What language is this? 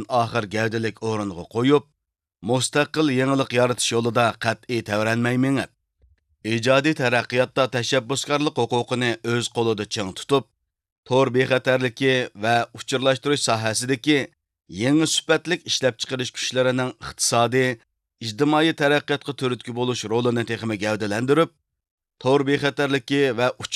Uyghur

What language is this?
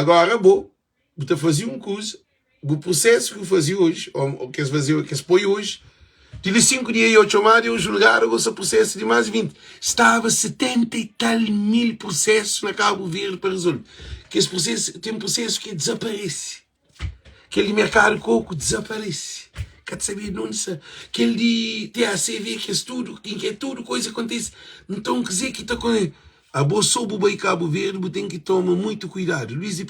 Kabuverdianu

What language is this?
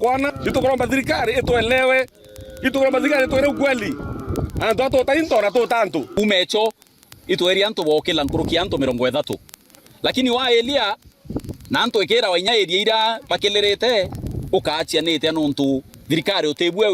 Meru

